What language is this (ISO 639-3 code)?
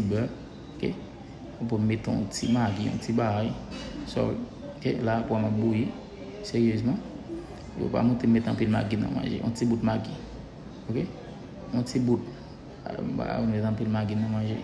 hat